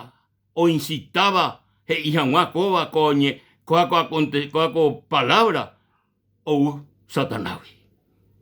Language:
Guarani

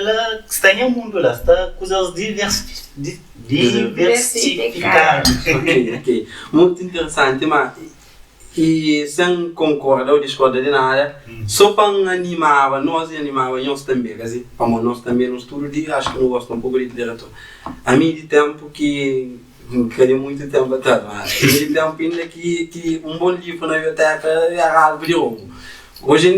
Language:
Kabuverdianu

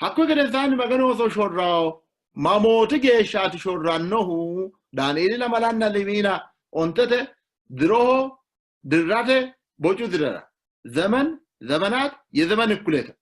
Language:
Sidamo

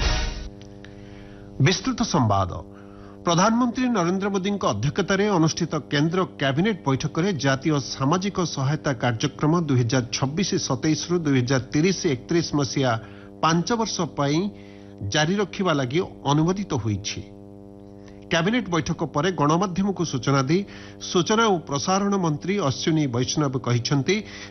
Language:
Odia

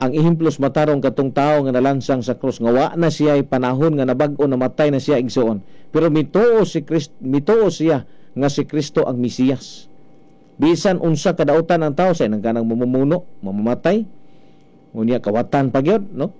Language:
Cebuano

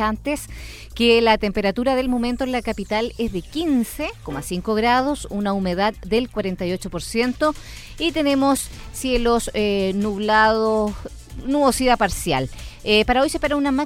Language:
Spanish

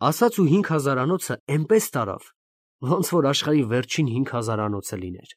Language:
Armenian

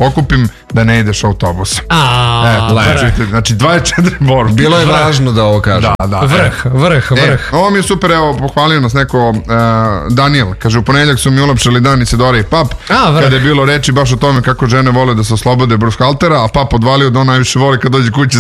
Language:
Serbian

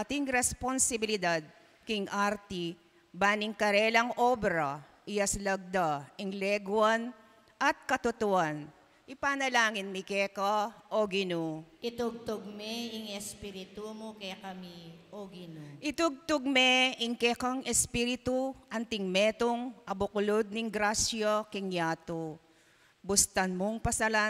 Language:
Pampanga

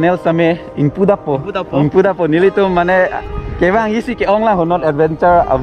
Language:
Karbi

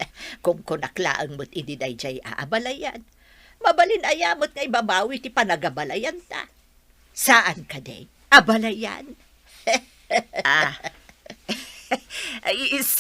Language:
Iloko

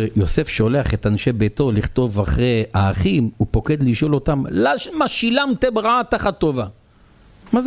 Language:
Hebrew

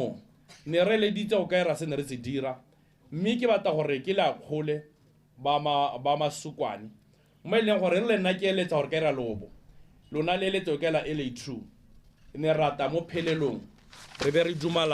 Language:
Tswana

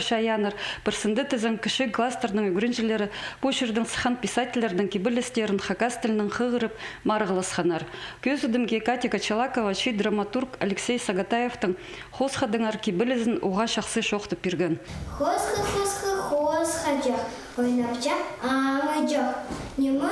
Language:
Khakas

